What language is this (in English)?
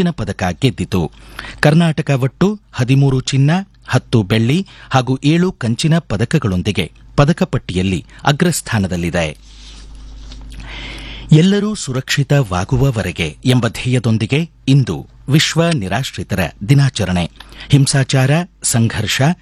Kannada